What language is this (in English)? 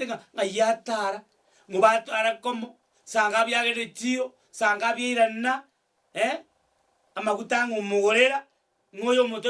Gusii